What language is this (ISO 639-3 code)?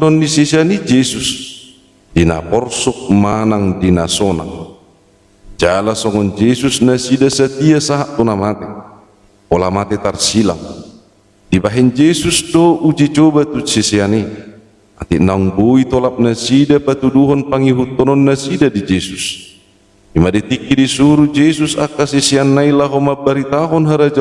bbc